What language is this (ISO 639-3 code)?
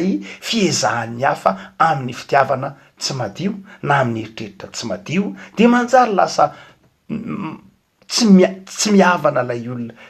mlg